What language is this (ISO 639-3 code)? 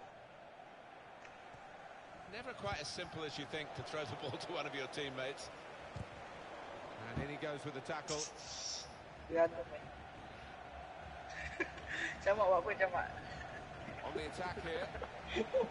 msa